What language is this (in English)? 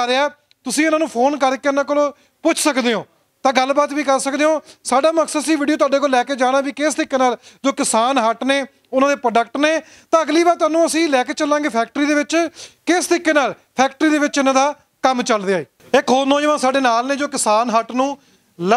Punjabi